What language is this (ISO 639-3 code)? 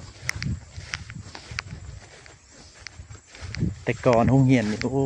lao